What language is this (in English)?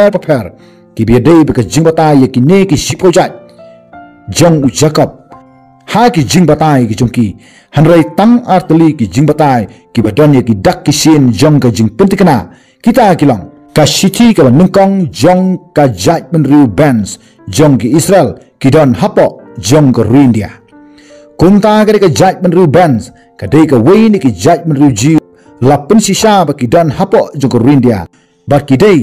Khasi